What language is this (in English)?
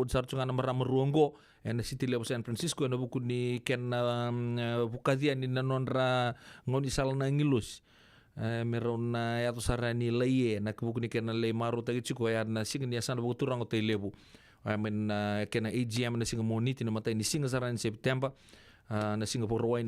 Fijian